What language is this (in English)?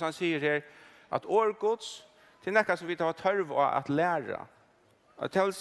Faroese